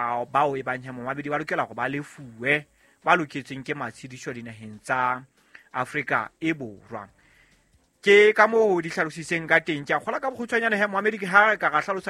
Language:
Southern Sotho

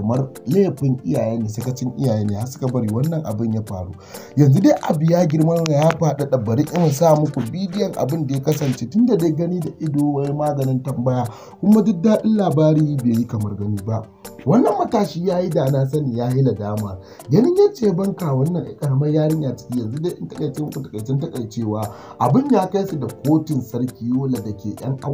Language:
Hausa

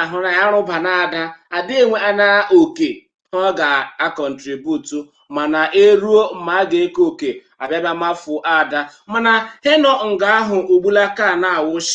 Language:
Igbo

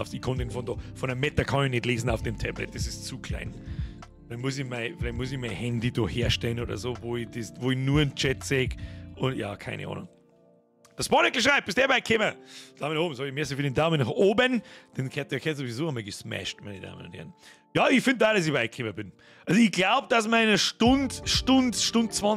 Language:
Bavarian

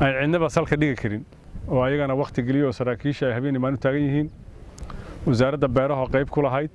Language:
Somali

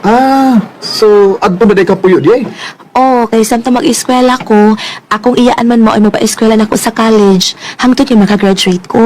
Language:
Cebuano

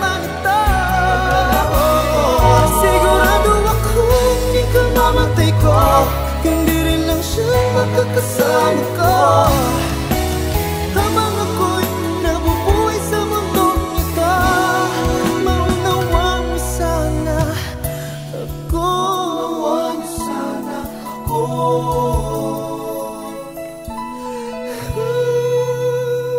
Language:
Filipino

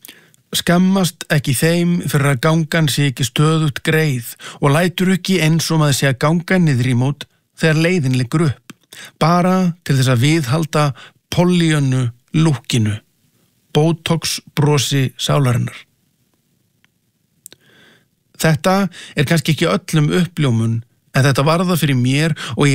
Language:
Icelandic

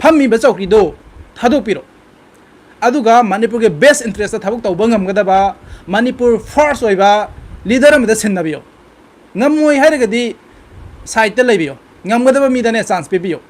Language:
Manipuri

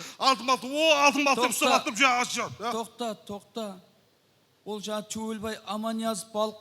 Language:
Kara-Kalpak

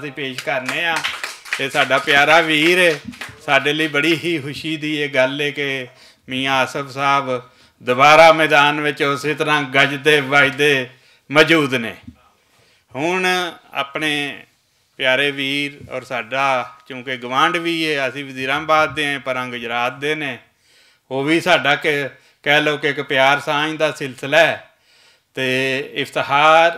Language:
Western Panjabi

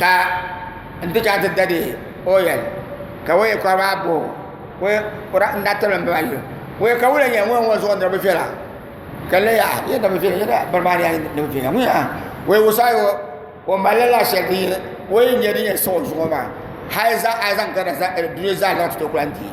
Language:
Dagbani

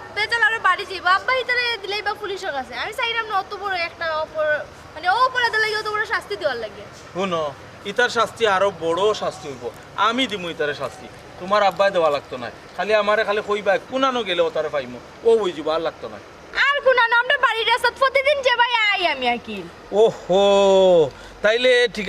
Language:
Sylheti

